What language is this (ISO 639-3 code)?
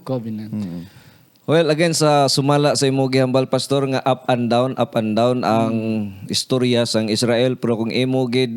hil